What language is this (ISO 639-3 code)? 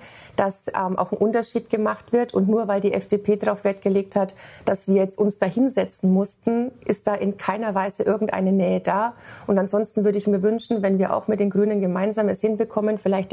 deu